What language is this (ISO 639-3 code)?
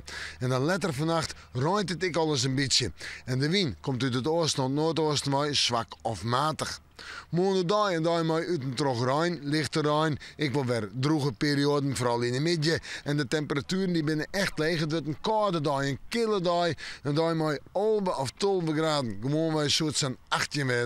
fry